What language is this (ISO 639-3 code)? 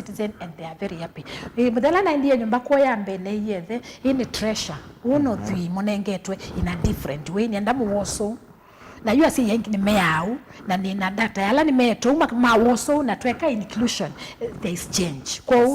kam